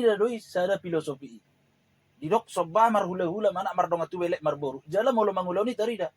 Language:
Batak Toba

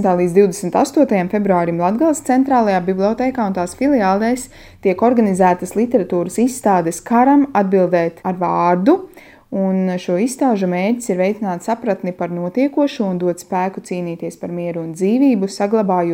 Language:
Latvian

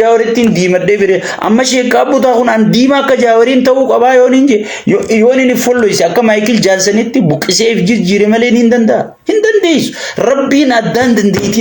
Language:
Oromo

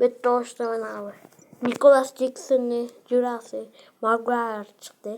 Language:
Uzbek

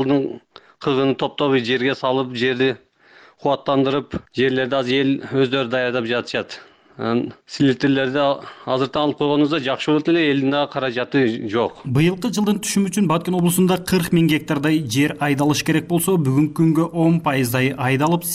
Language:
Kyrgyz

